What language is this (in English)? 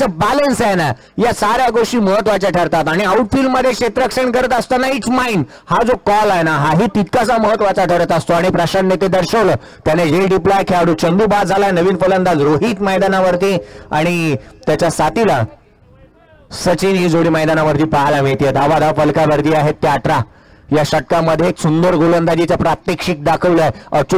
Marathi